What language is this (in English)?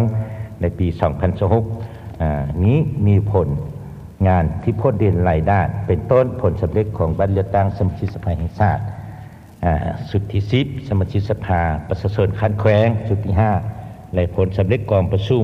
Lao